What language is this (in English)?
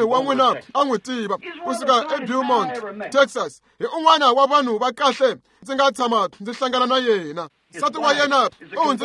Tsonga